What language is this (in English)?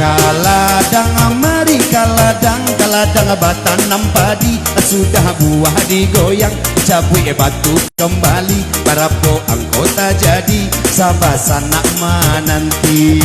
Minangkabau